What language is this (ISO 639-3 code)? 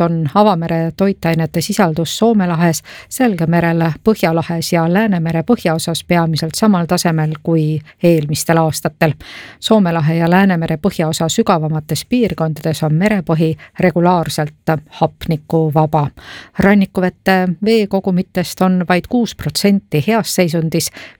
est